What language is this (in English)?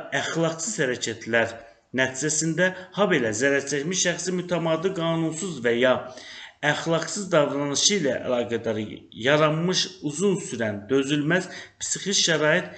Azerbaijani